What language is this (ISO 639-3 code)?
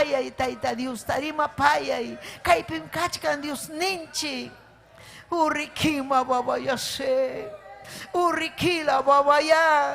quy